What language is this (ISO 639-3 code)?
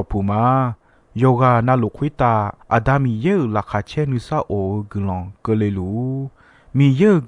ahk